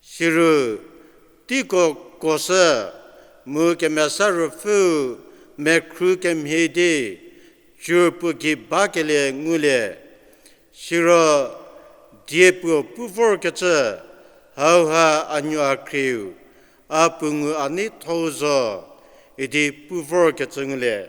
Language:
Angami Naga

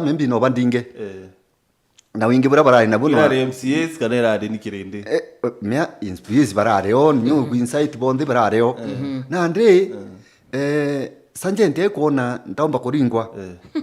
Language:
Meru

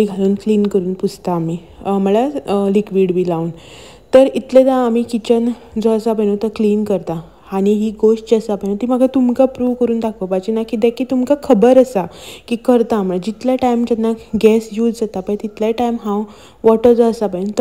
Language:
Konkani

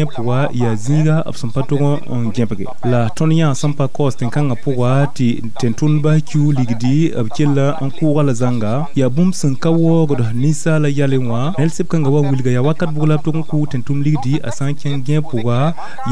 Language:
Mossi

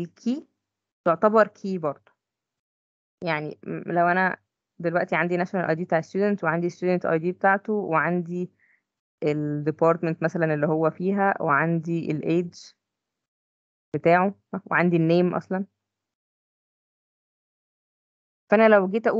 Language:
Egyptian Arabic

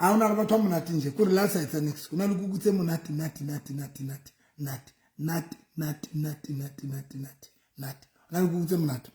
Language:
Southern Sotho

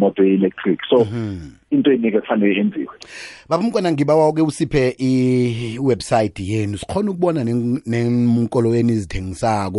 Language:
South Ndebele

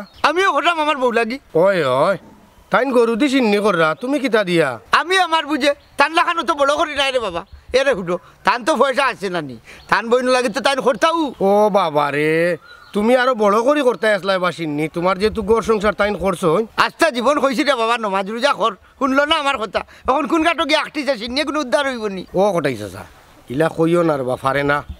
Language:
Sylheti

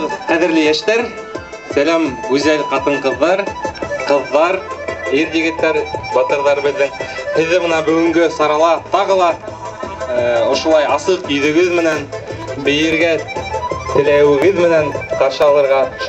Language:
Bashkir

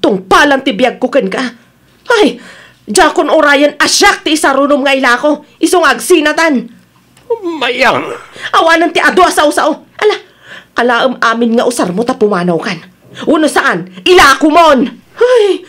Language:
Iloko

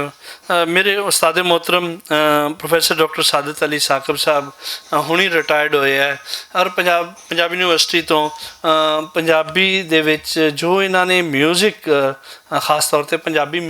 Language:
Western Panjabi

